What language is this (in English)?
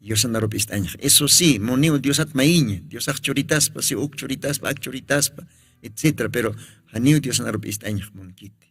Aymara